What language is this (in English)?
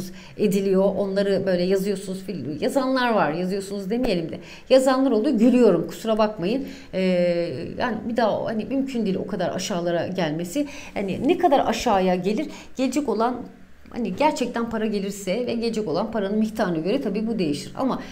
Turkish